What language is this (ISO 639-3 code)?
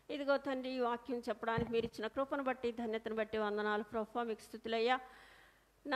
tel